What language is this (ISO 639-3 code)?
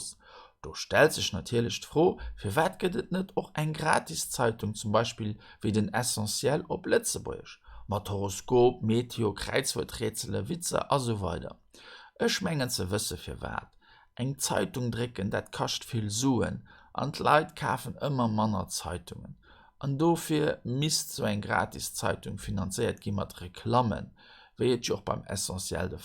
ltz